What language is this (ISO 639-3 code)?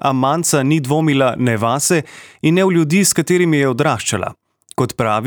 slv